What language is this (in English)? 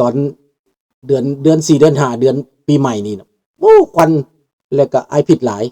Lao